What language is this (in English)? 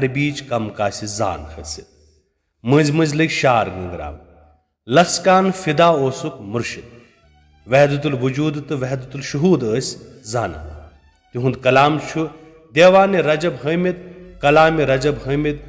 Kashmiri